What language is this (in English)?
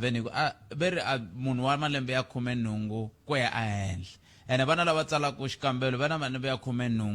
Tsonga